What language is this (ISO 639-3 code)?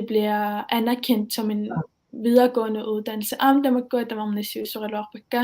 kal